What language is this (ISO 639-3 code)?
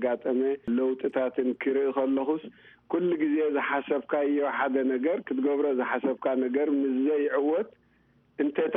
tir